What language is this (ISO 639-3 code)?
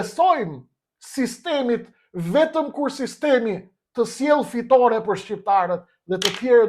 sqi